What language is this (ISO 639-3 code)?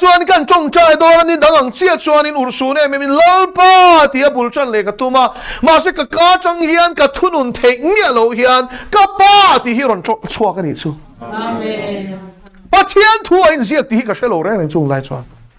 lus